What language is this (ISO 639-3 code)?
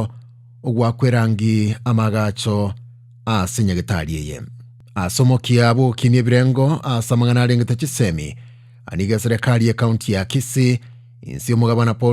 guz